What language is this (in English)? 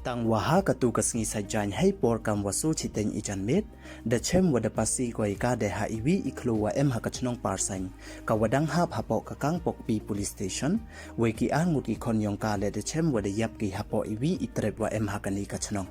Pnar